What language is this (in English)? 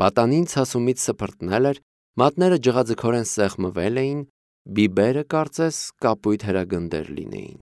Armenian